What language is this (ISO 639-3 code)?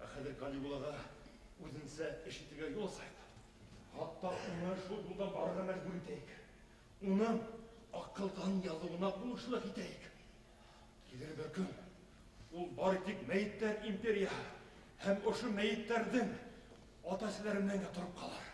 bak